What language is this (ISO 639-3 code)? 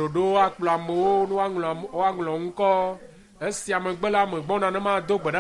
ewe